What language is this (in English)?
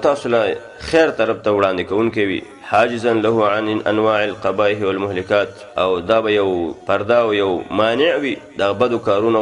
Pashto